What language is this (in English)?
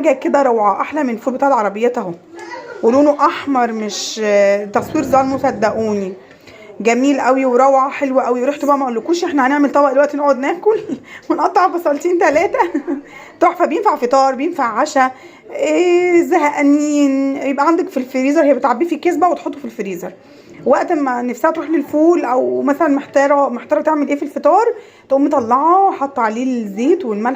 Egyptian Arabic